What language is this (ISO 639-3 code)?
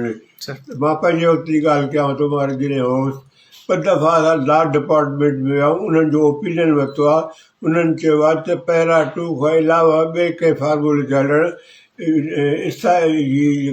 snd